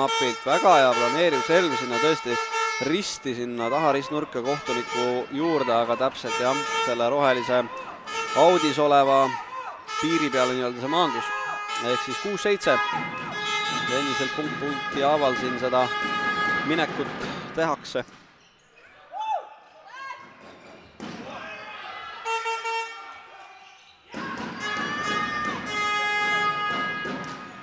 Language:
Estonian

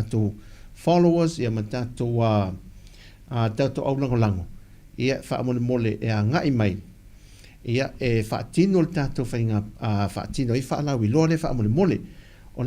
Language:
Samoan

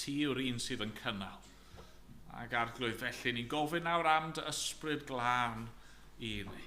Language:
Welsh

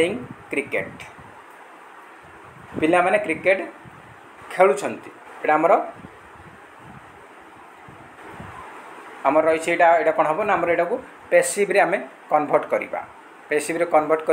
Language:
Odia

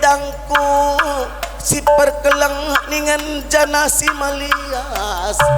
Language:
Batak Karo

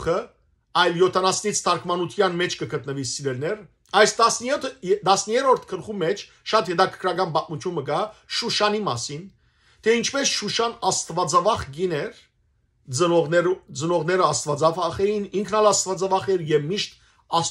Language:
Western Armenian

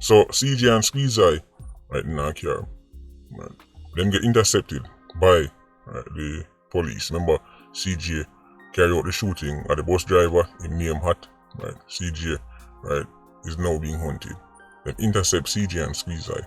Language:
Jamaican Creole English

